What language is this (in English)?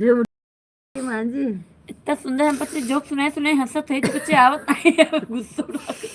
Awadhi